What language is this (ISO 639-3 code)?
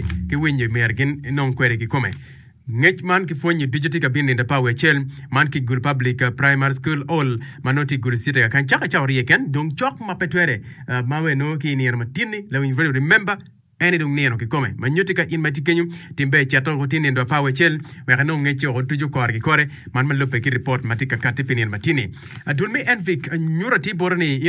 ach